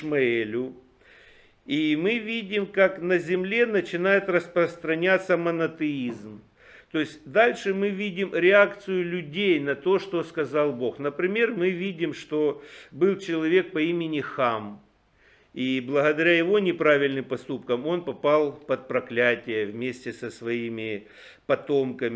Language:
Russian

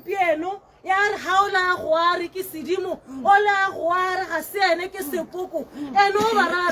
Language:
Tswana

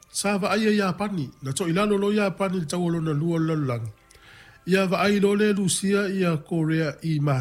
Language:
Samoan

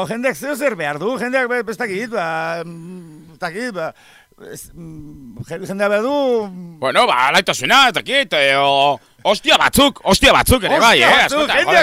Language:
Basque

